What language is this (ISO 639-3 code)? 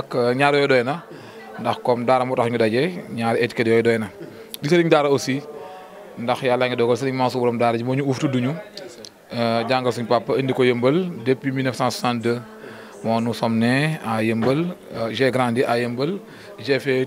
wol